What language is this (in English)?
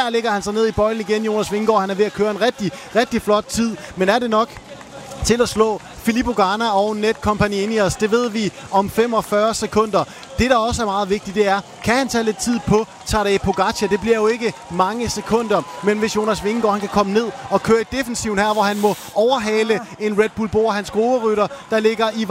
Danish